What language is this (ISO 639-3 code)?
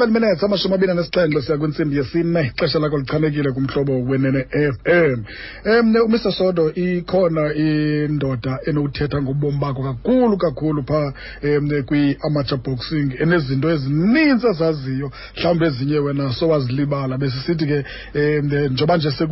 xho